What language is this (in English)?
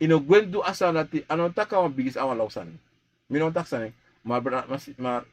Sranan Tongo